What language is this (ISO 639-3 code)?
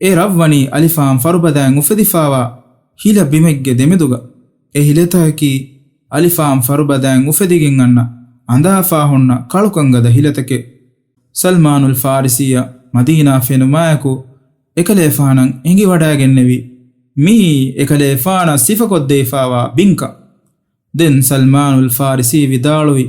div